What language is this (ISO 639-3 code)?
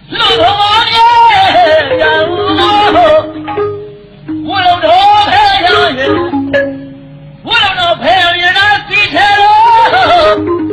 mya